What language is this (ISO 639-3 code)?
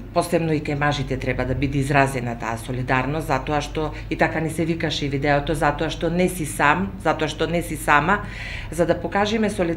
mkd